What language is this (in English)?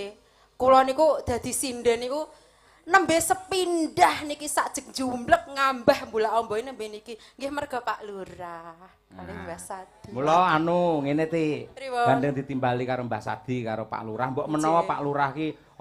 Javanese